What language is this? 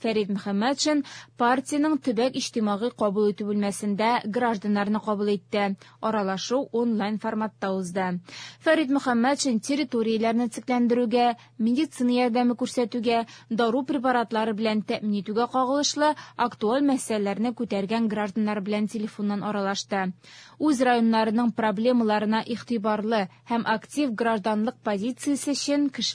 Tatar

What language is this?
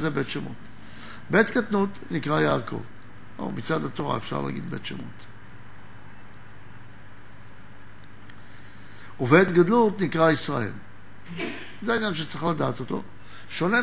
Hebrew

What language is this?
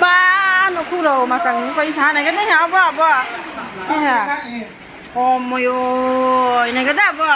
Riang (India)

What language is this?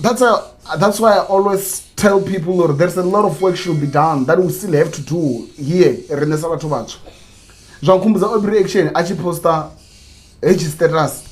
Venda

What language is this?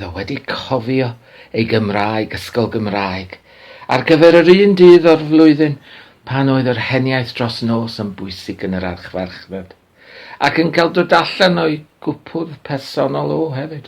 Welsh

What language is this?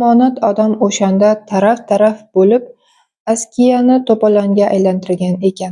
Uzbek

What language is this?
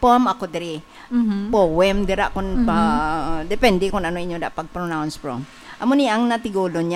Hiligaynon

